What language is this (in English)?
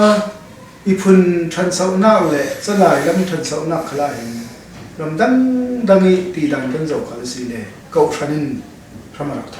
Falam Chin